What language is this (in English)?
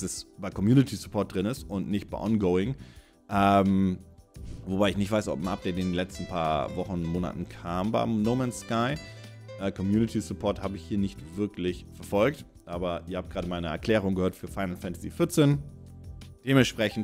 German